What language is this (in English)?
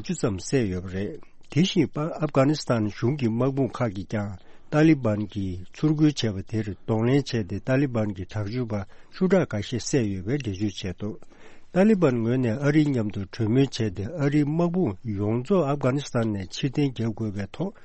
Tibetan